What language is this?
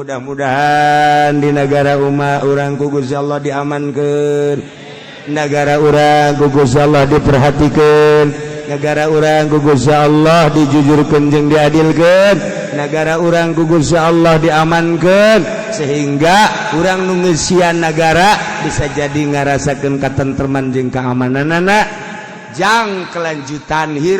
Sundanese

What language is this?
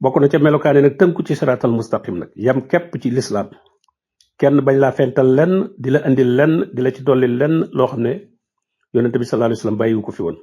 Wolof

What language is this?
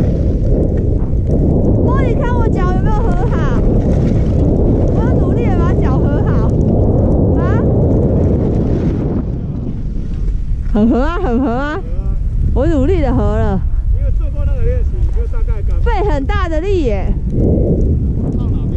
Chinese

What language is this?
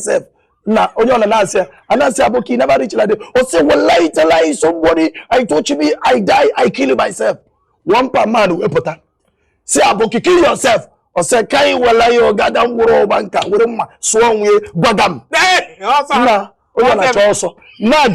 Igbo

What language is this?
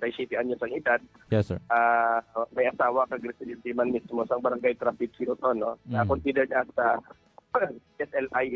Hiligaynon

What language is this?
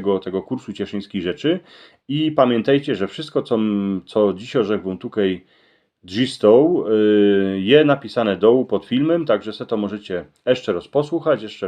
Silesian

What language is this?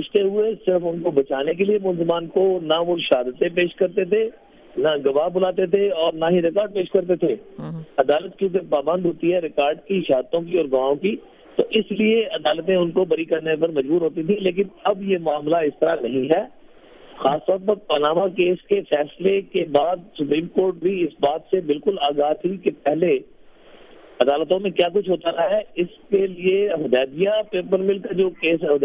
Urdu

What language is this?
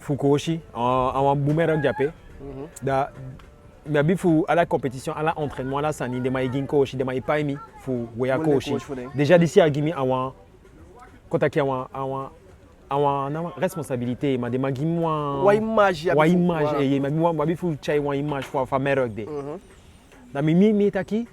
Eastern Maroon Creole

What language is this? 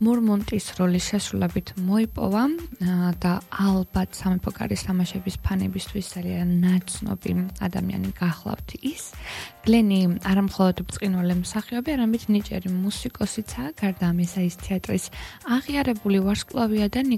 Georgian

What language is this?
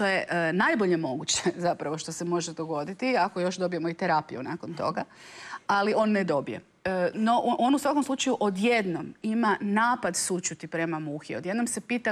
Croatian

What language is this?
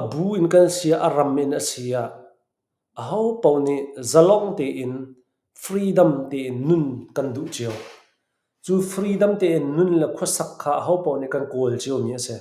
Hakha Chin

